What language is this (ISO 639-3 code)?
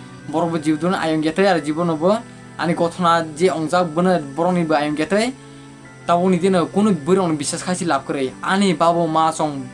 trp